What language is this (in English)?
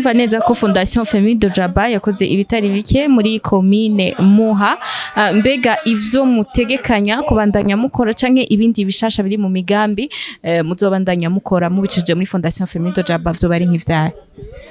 Rundi